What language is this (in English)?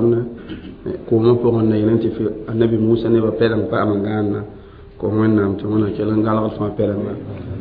Mossi